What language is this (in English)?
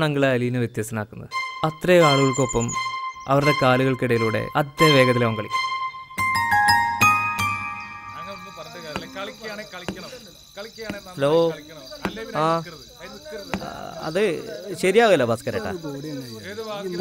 Malayalam